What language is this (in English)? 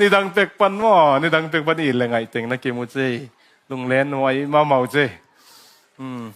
Tedim Chin